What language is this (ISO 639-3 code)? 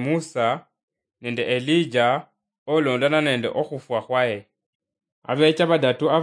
luy